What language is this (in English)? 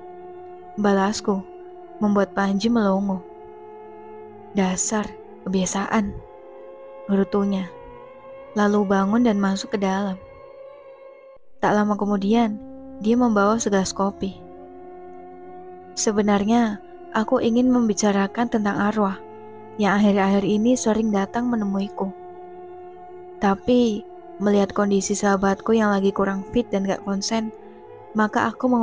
Indonesian